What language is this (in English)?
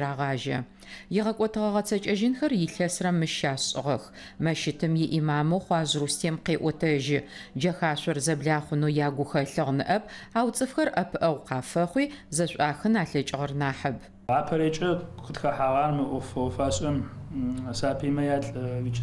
Adyghe